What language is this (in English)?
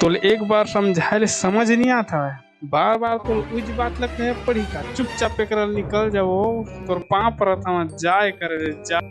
Chhattisgarhi